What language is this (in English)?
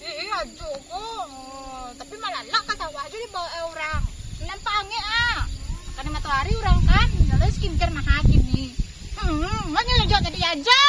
Minangkabau